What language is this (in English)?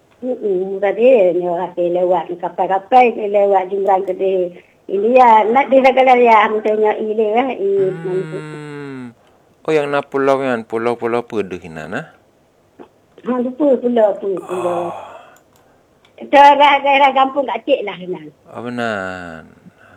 Malay